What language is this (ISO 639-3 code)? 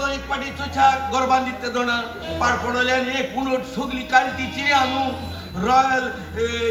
kok